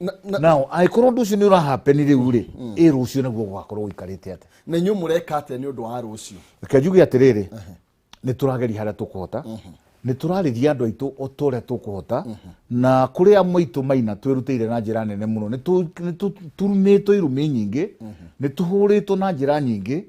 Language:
Kikuyu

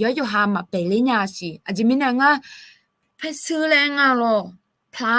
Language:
Akha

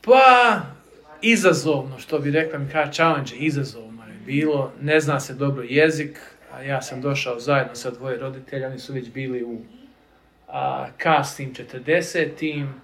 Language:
Serbian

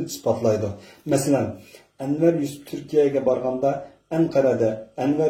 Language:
Uyghur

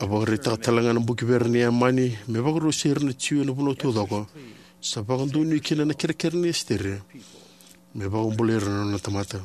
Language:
Fijian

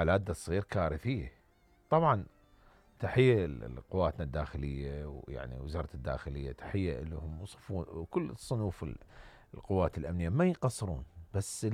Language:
Mesopotamian Arabic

